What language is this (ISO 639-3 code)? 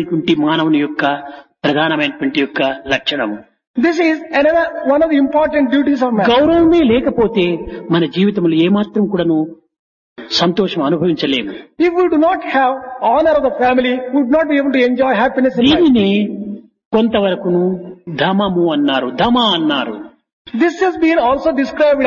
tel